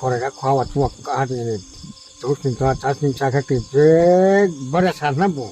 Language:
Riang (India)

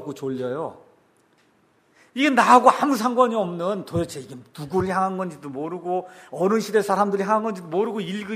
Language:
Korean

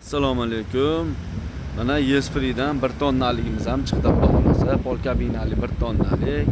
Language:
Uzbek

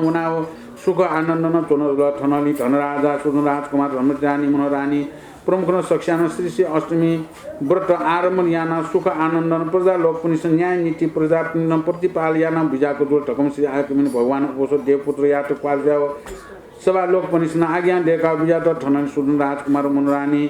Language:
Newari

